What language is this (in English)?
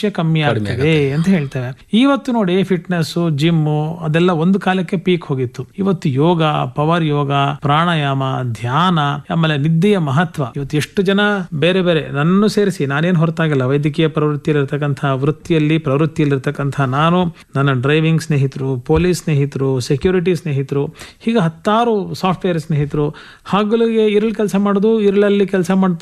Kannada